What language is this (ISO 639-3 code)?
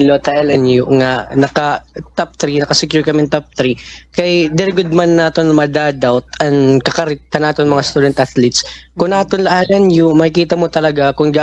war